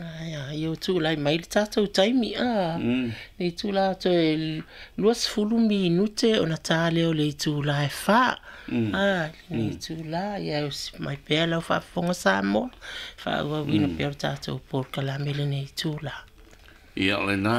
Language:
Samoan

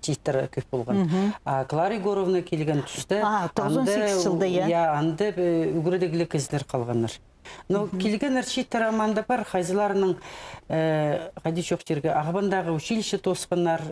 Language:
Khakas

